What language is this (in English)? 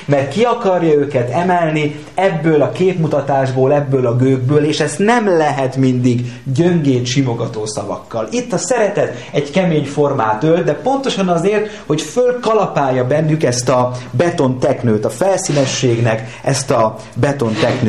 Hungarian